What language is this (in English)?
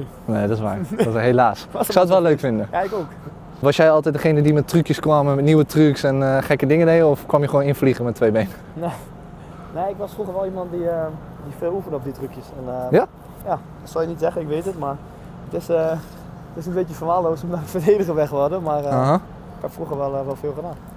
Dutch